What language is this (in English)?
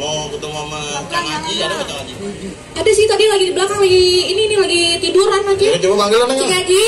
Betawi